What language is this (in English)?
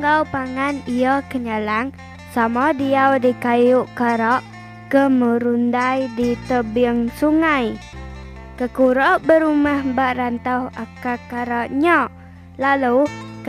Iban